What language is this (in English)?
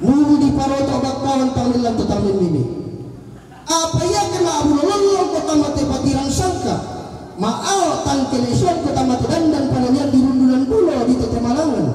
Toraja-Sa'dan